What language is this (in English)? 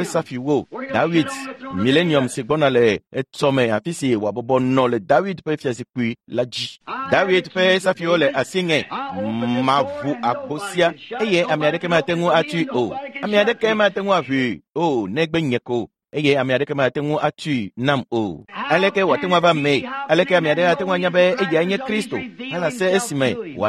Ewe